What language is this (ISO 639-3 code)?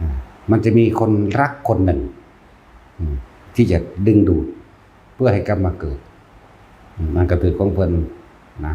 tts